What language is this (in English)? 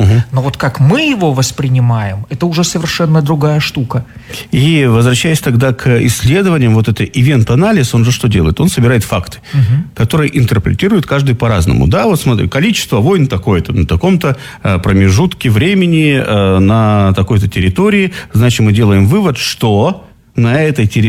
Russian